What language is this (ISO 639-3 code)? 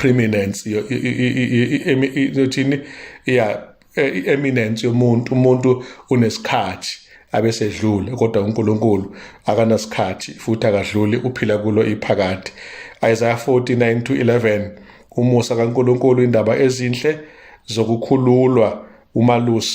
zul